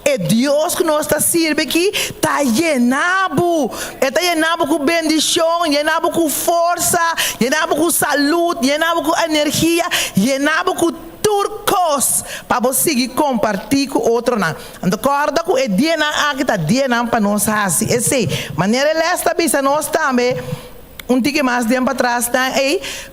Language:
Papiamento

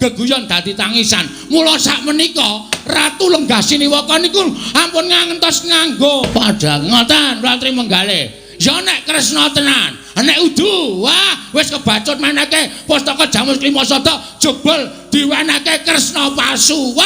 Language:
Javanese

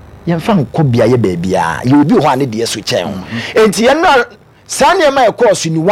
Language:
Akan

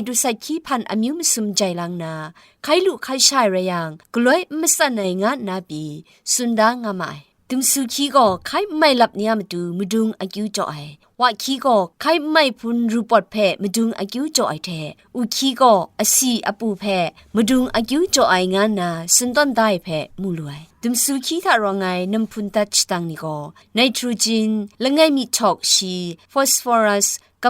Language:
Kachin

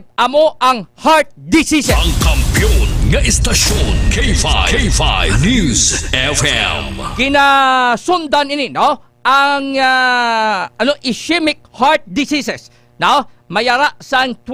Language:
Hiligaynon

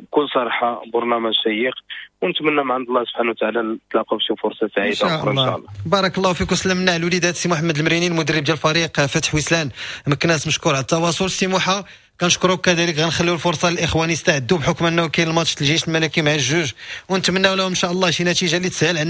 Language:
Moroccan Arabic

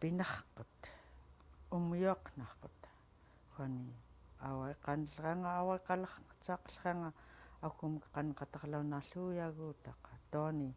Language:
Central Yupik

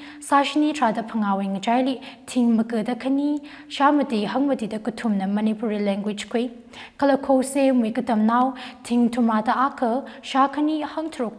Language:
Tangkhul Naga (India)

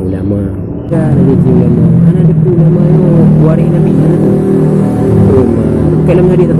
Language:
Achinese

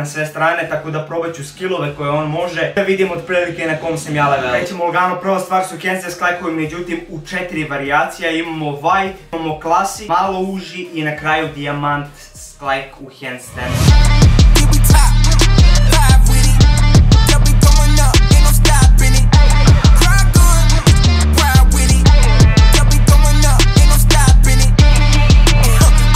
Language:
Croatian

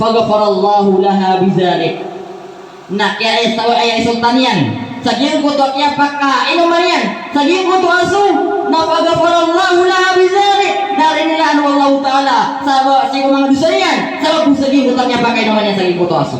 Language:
Maranao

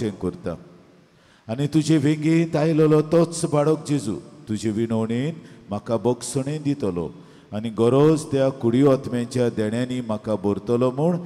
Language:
Konkani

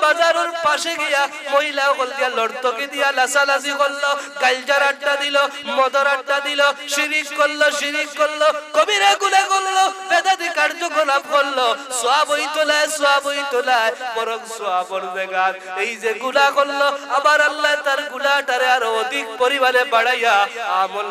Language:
Sylheti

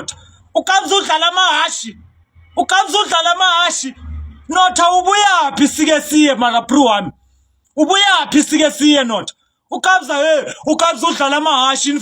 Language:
Zulu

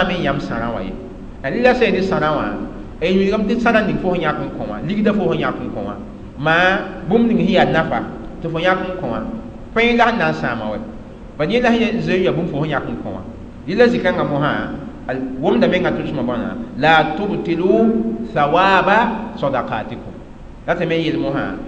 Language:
Mossi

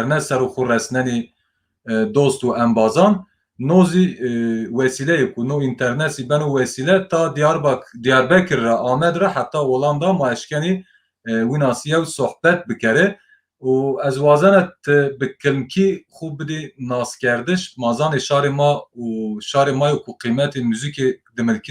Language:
Zaza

